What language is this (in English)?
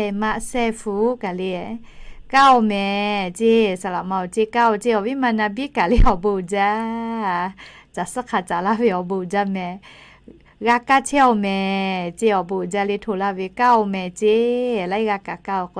Lahu